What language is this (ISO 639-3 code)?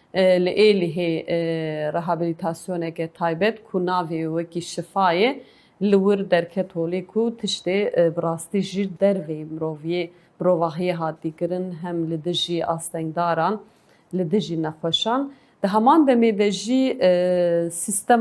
kur